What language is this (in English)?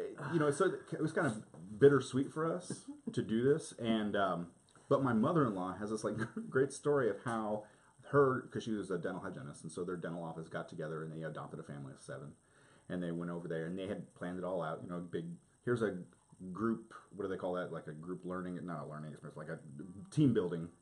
English